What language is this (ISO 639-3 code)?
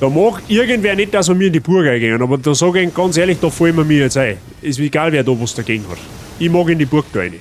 bar